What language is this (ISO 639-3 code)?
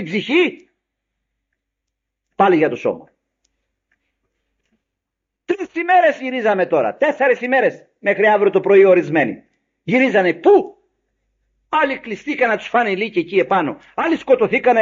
ell